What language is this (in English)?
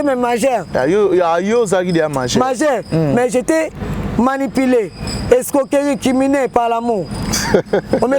Lingala